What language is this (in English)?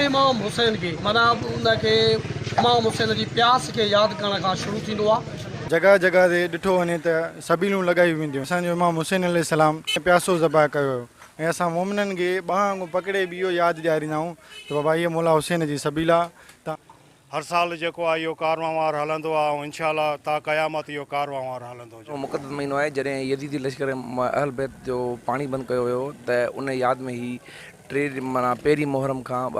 Sindhi